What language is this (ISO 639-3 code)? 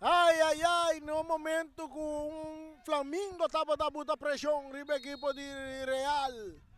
pap